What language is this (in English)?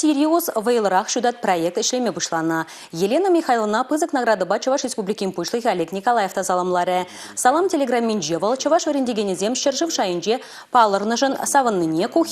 Chuvash